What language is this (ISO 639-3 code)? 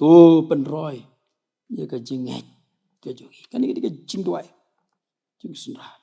kha